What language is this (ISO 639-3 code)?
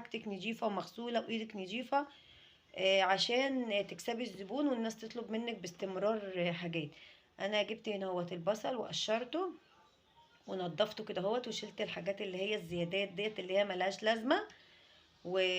arz